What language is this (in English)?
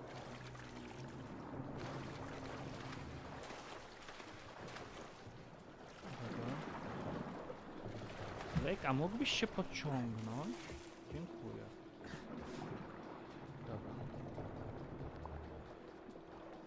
Polish